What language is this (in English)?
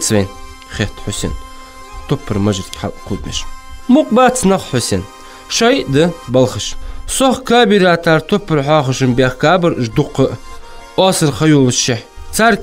Ingush